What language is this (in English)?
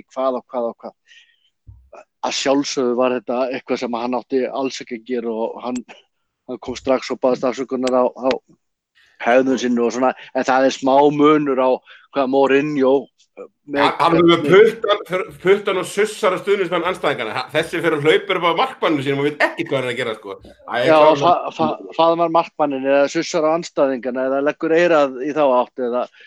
Icelandic